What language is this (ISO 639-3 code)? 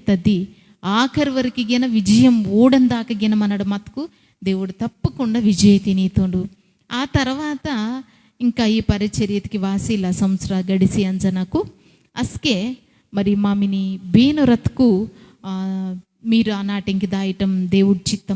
kff